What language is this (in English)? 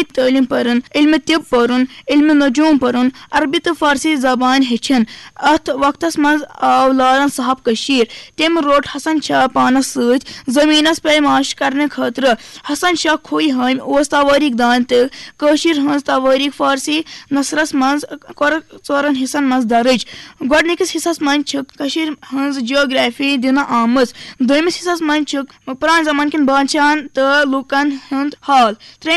Kashmiri